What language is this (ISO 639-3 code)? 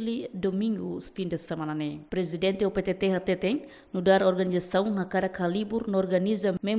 tet